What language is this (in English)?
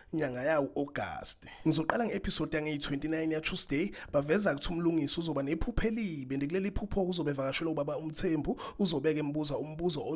Zulu